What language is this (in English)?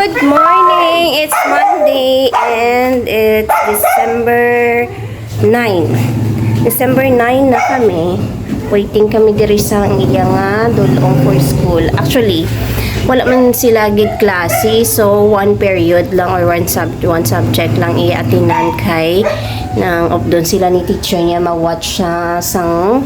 Hiligaynon